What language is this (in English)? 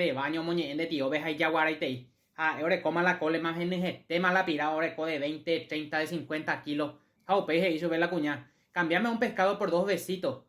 Guarani